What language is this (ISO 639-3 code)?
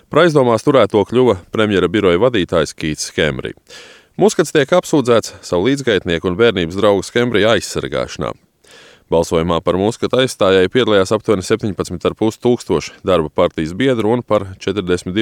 lav